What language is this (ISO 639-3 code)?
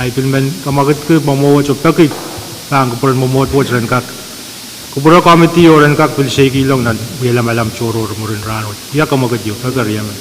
pon